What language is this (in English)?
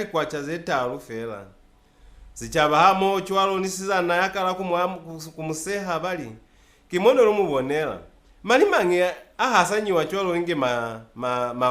Lozi